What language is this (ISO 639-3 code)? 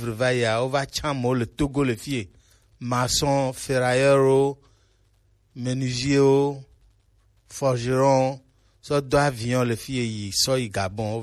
gej